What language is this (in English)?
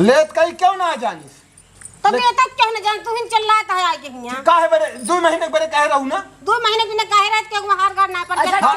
Awadhi